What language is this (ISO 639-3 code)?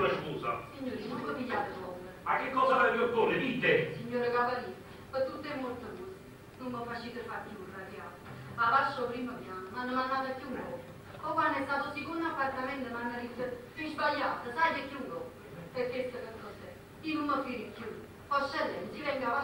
nap